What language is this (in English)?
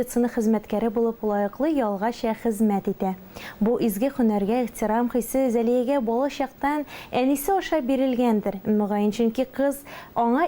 Tatar